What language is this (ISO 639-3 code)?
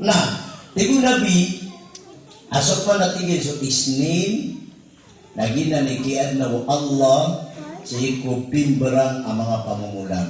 mrw